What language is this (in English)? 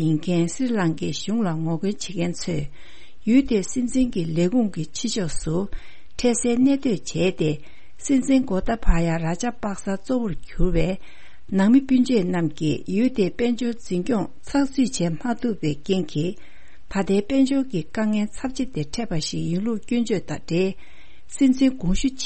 Tibetan